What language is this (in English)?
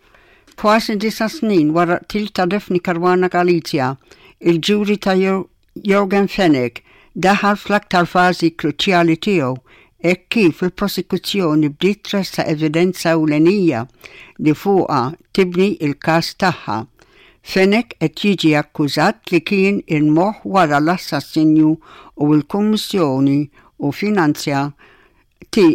Maltese